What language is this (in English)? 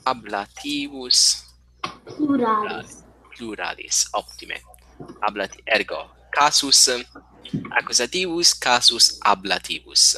Latin